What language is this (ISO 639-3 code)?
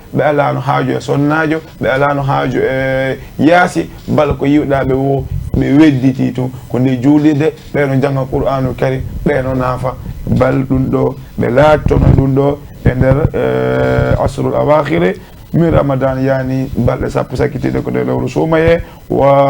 ful